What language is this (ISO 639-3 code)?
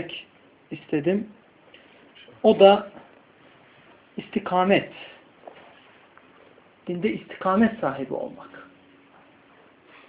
tur